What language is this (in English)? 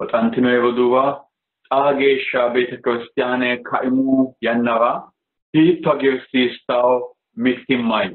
Sidamo